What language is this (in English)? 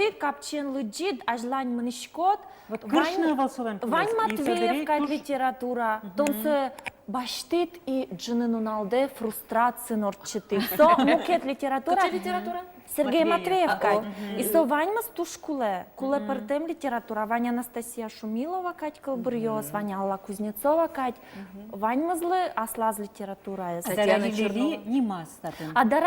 Udmurt